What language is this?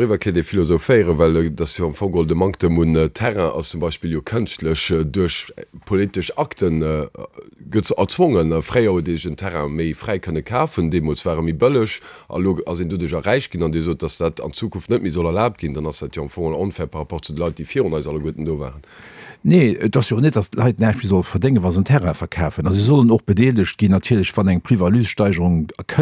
Luxembourgish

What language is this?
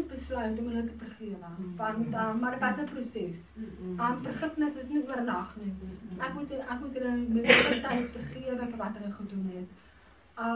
Afrikaans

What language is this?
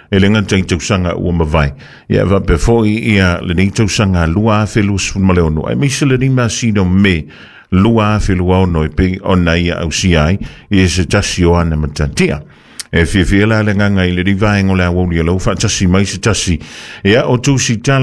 Samoan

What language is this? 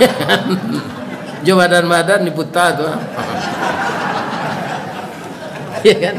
Minangkabau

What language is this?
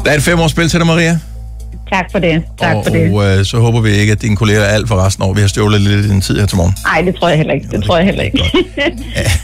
Danish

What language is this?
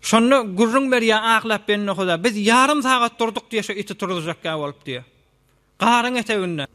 Turkmen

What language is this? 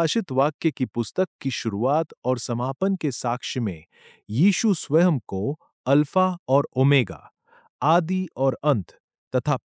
Hindi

